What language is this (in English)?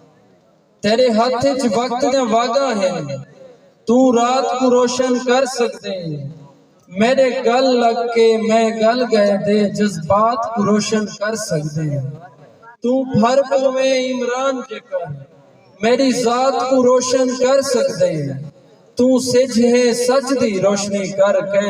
Saraiki